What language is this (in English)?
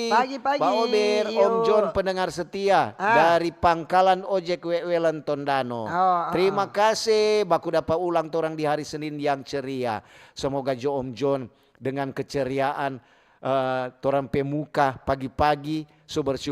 Manado Malay